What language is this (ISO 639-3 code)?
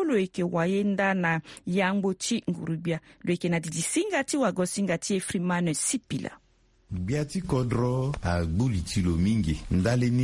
sag